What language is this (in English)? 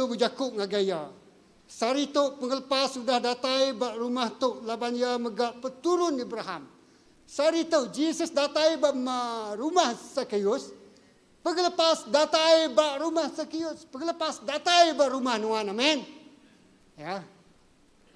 Iban